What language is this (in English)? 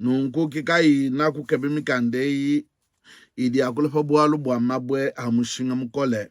Luba-Lulua